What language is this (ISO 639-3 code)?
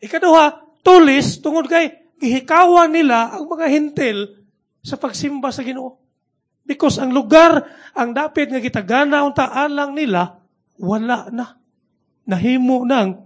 ceb